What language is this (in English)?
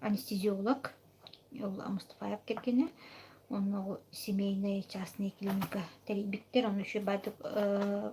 Yakut